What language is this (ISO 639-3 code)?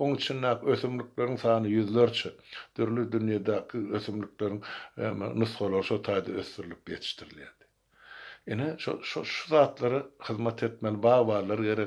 tuk